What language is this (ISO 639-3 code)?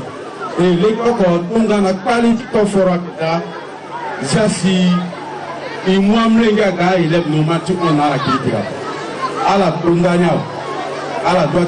sag